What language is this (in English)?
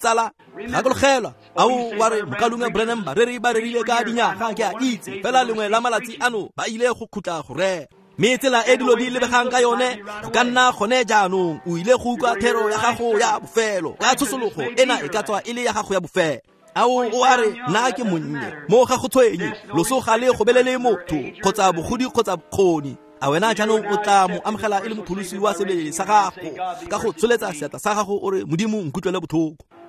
Tswana